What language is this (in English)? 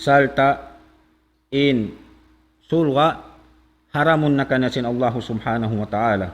Tausug